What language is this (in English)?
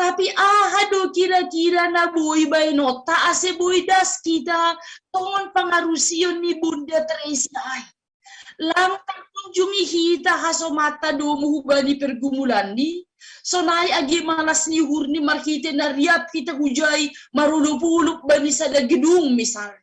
Batak Simalungun